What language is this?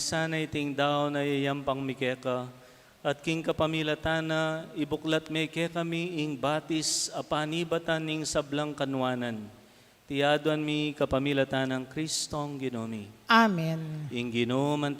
Pampanga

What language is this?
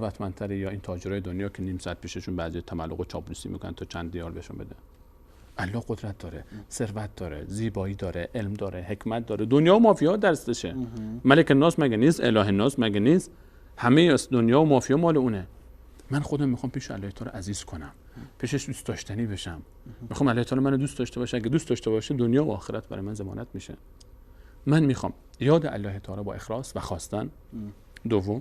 Persian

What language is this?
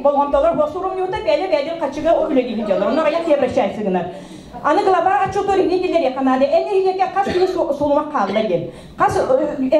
Yakut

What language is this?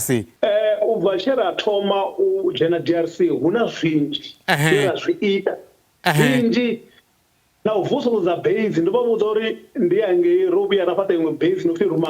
Venda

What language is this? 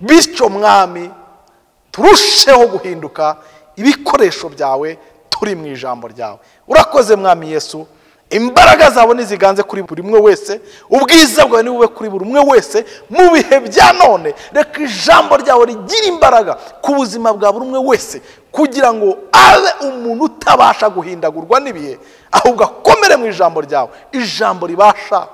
Kinyarwanda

